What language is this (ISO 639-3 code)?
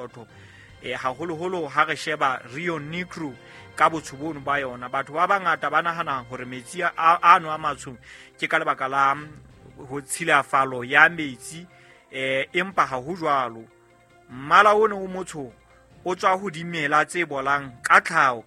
sot